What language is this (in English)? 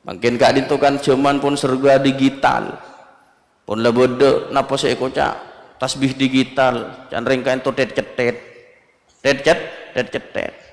Madurese